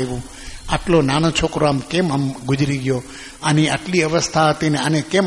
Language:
Gujarati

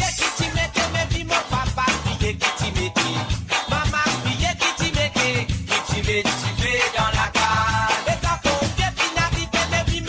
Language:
Morisyen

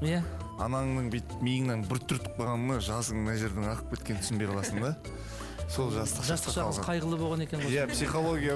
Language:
Kazakh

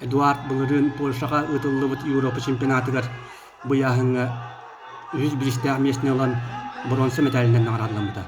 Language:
Yakut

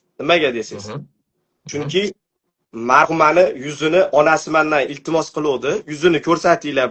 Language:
Uzbek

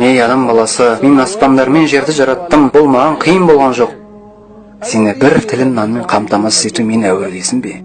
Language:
Kazakh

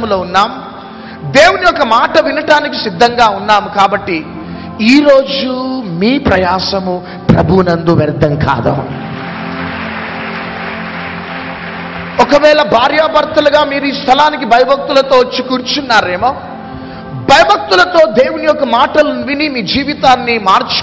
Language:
Telugu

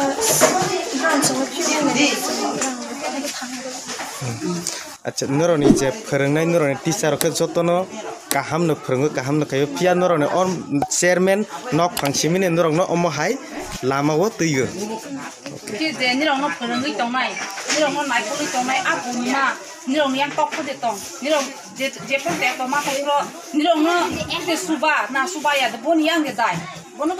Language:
Kok Borok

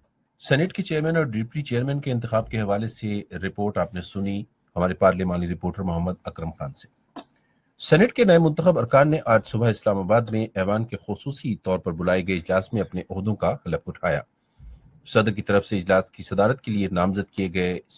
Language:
Urdu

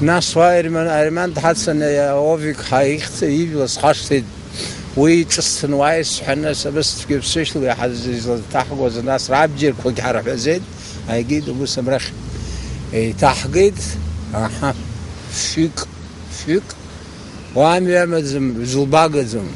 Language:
Abkhazian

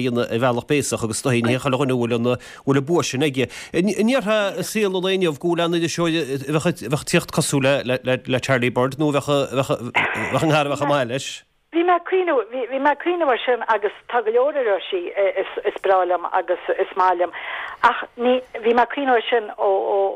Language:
Irish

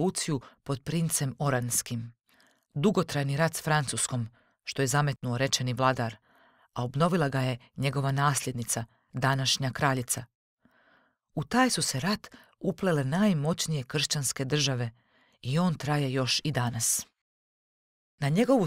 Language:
Croatian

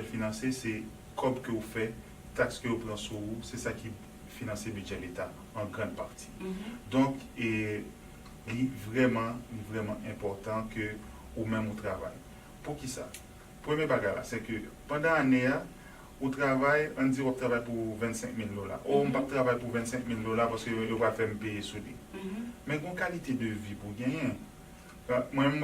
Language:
Haitian Creole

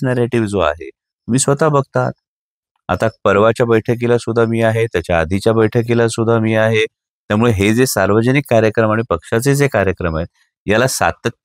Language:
Marathi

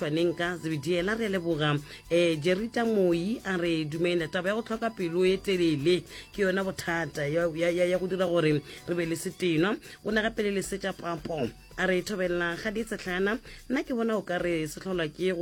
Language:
Northern Sotho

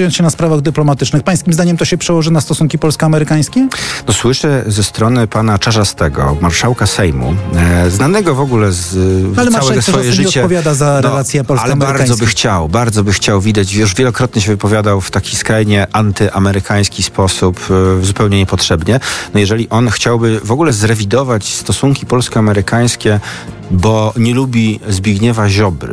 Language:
Polish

